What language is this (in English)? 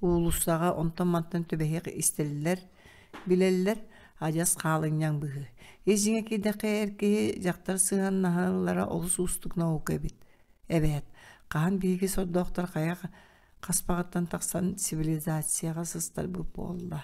Yakut